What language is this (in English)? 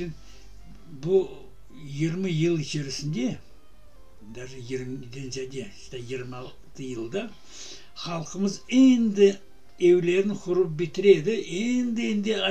Crimean Tatar